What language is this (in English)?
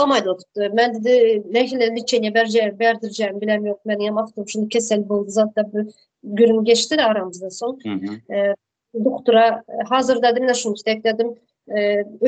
Turkmen